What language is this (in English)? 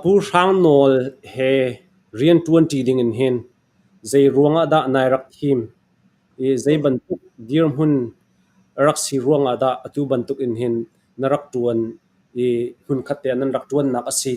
Falam Chin